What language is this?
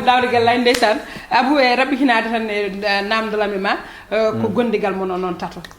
Fula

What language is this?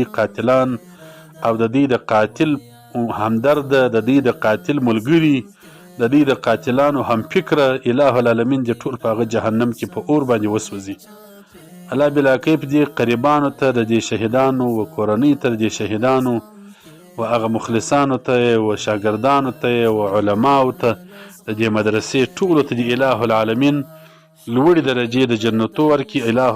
Pashto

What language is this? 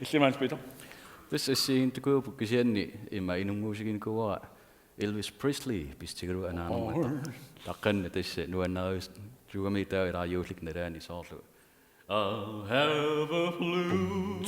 Kalaallisut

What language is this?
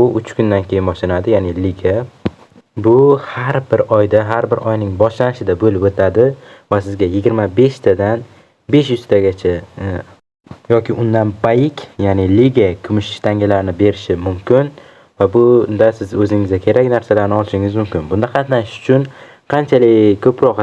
Uzbek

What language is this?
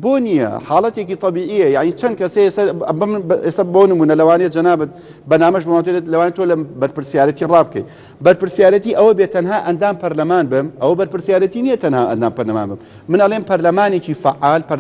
Central Kurdish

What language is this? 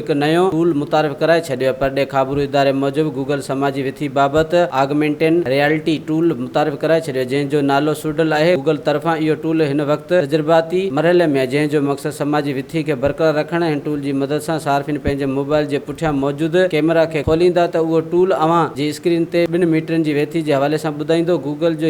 Sindhi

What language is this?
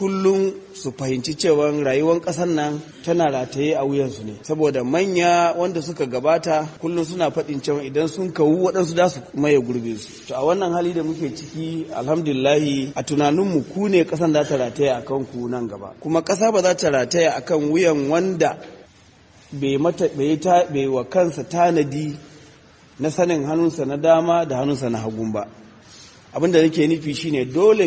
Hausa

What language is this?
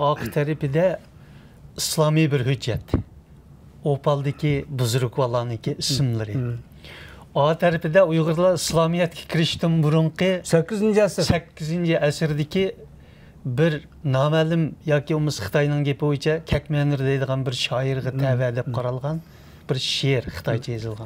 Uyghur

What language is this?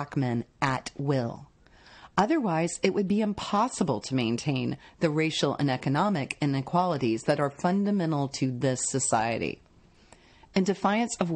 English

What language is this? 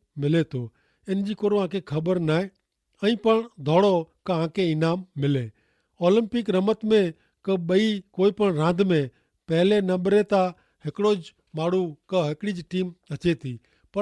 Kachhi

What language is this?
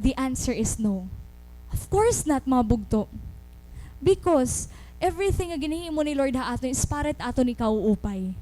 Waray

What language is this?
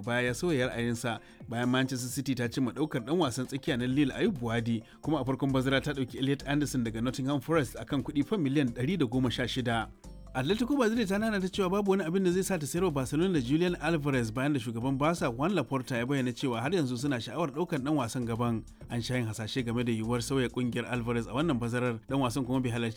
Hausa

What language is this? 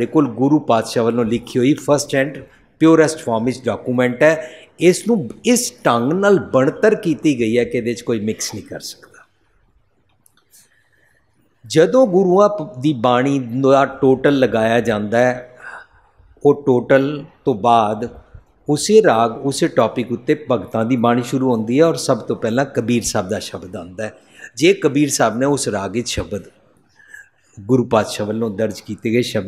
Punjabi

